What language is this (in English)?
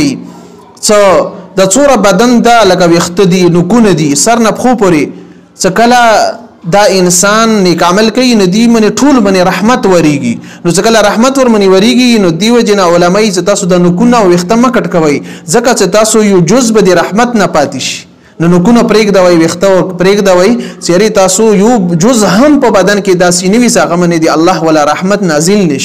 Pashto